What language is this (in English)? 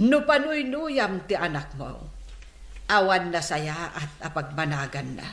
Iloko